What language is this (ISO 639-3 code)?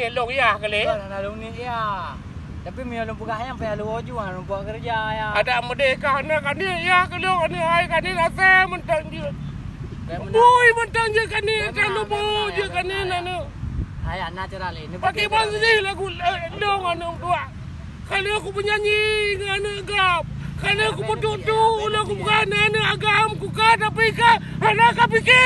ace